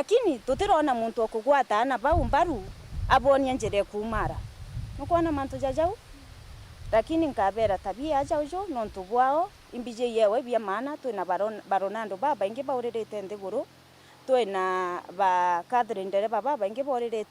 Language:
Meru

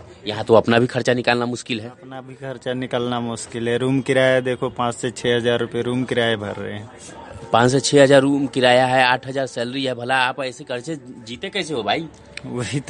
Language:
Hindi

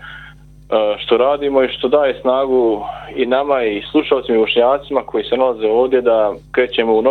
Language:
Bosnian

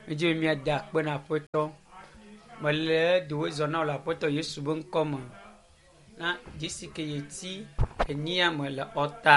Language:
Ewe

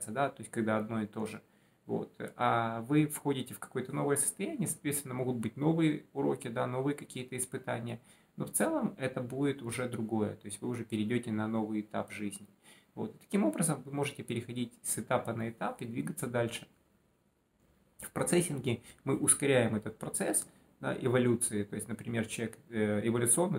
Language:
Russian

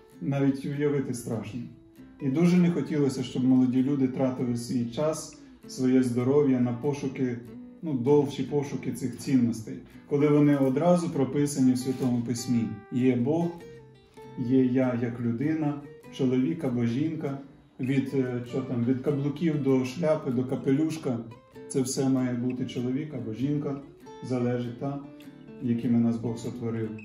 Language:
Ukrainian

